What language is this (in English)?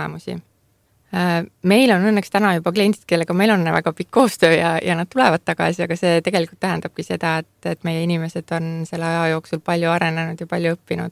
Estonian